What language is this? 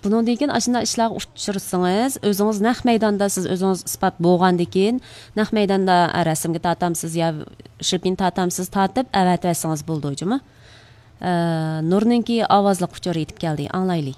Uyghur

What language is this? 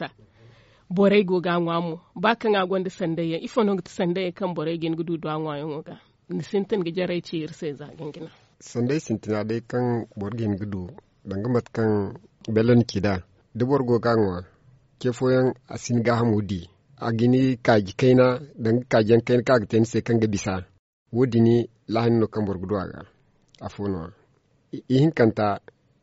Zarma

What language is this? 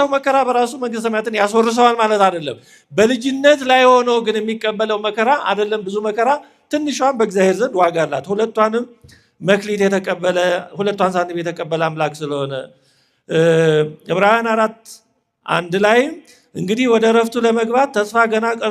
Amharic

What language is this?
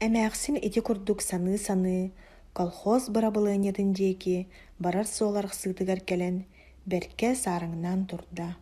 Yakut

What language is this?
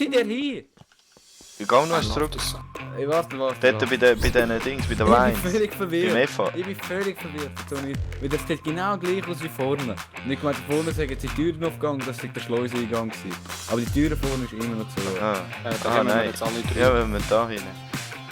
Swiss German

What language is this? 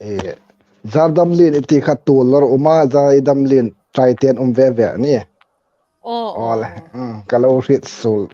Hmar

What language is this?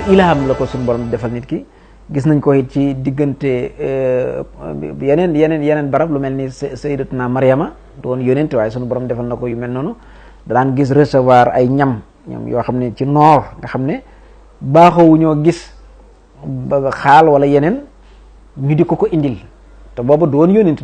Wolof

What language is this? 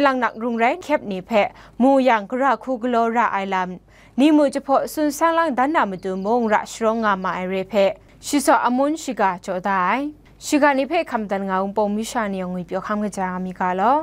Kachin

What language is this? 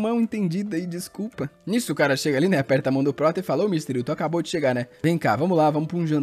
Portuguese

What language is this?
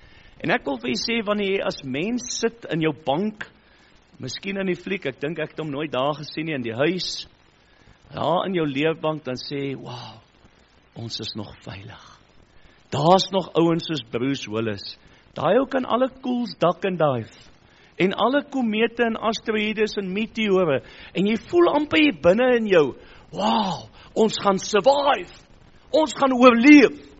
Afrikaans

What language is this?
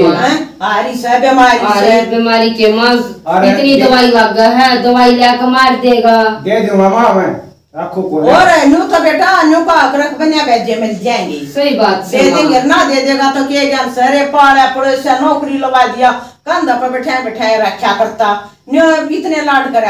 Haryanvi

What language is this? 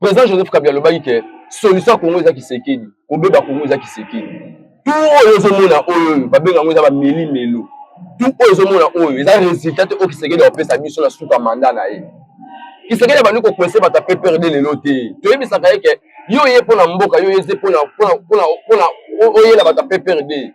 Lingala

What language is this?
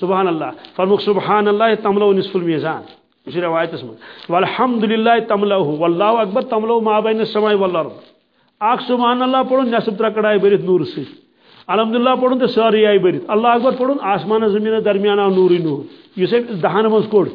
Kashmiri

